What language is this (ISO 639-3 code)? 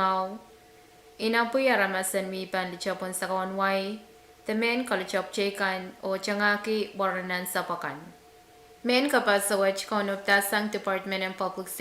pon